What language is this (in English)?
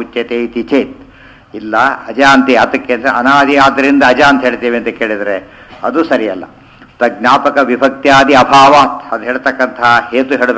Kannada